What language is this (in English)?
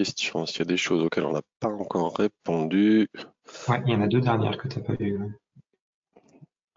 French